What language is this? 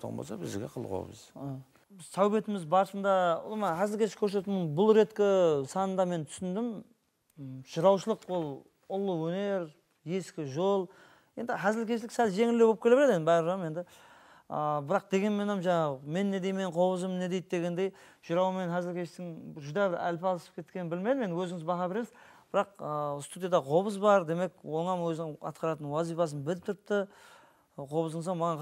Kara-Kalpak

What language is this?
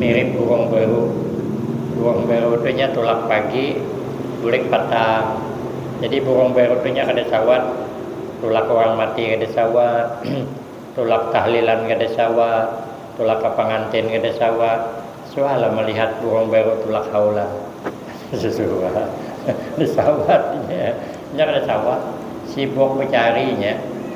Banjar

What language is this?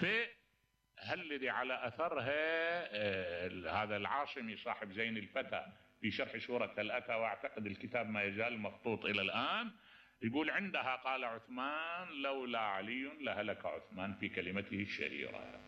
Mesopotamian Arabic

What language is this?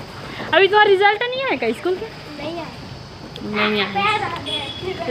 Chhattisgarhi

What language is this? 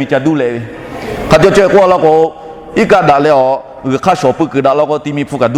Lahu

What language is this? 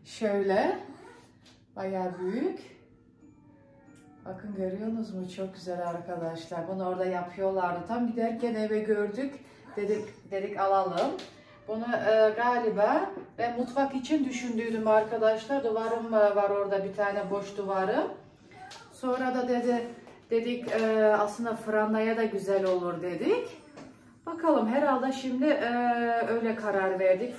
Turkish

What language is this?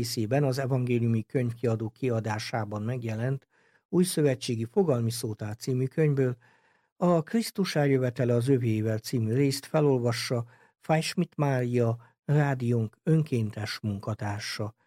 Hungarian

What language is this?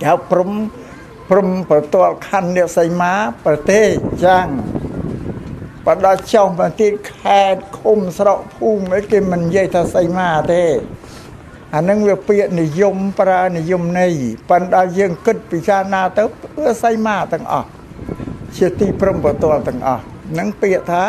Khmer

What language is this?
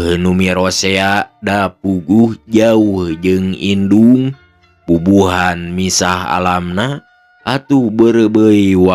Sundanese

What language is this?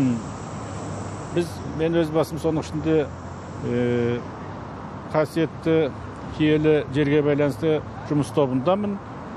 Kazakh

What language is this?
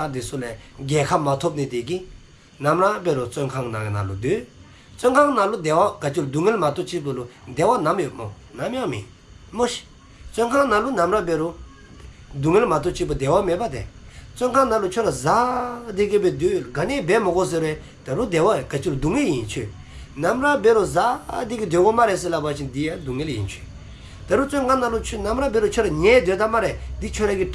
Dzongkha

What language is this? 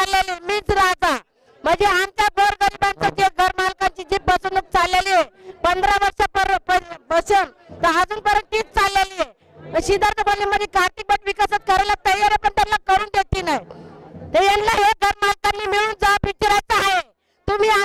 Marathi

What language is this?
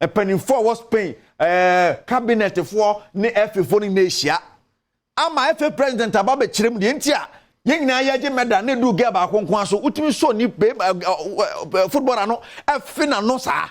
Akan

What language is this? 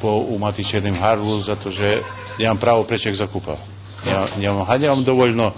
Rusyn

